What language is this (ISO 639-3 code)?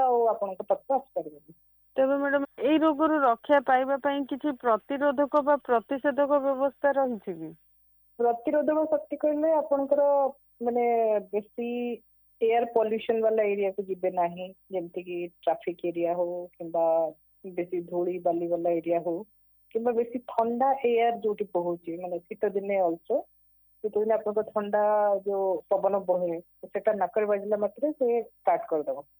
ori